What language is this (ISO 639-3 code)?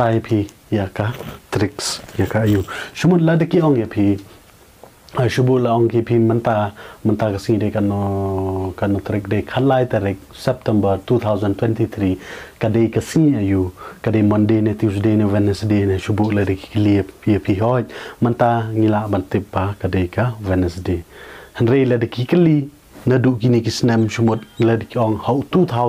kha